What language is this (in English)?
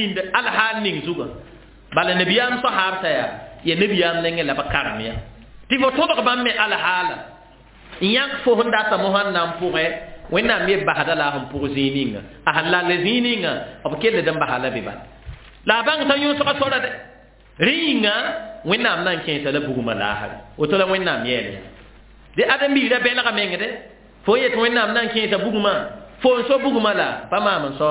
Mossi